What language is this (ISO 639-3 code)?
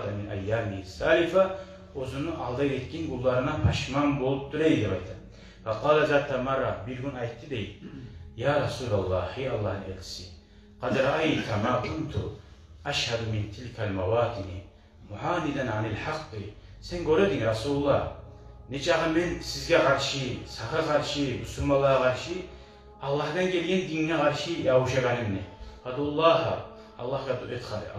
kum